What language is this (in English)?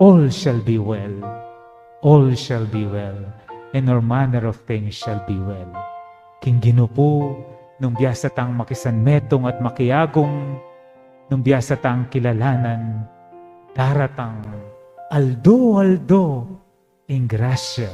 Pampanga